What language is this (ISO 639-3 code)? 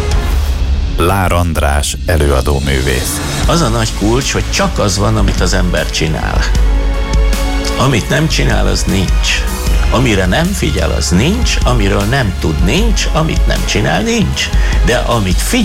hun